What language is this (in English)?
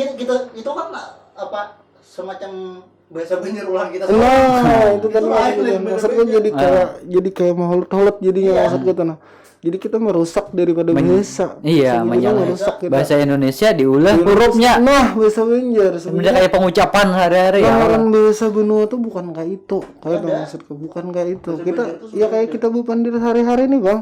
Banjar